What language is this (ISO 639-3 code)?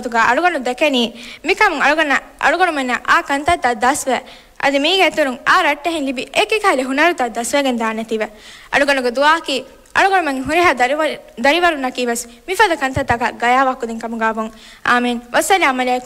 div